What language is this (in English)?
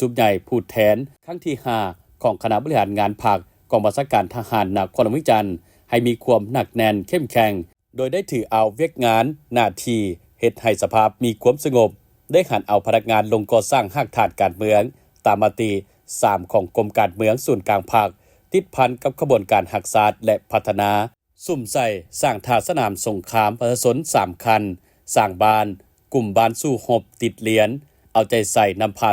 Lao